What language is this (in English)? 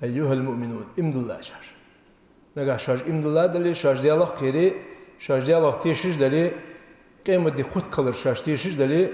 Ingush